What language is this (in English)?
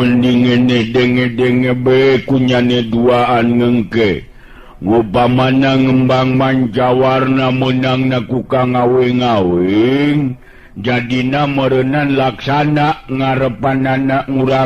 Sundanese